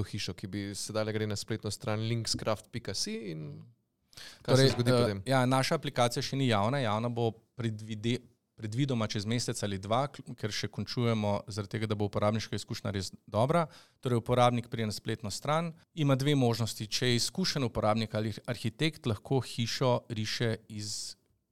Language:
Slovenian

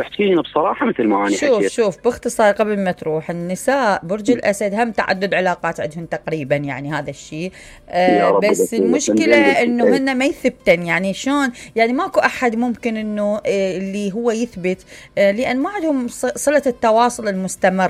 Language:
Mesopotamian Arabic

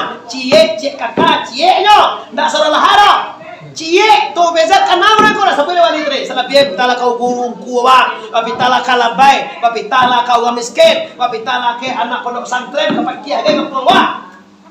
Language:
Minangkabau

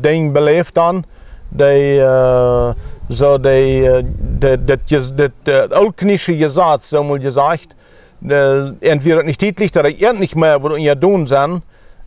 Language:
Plautdietsch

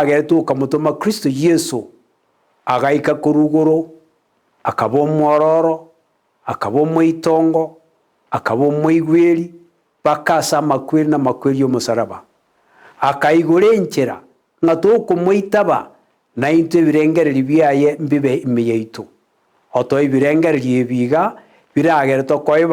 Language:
Gusii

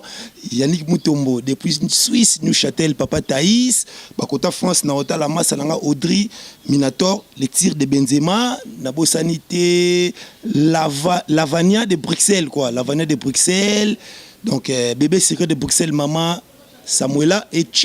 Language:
Lingala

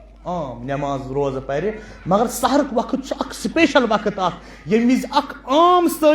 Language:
Kashmiri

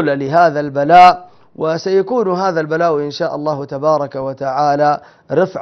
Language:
Arabic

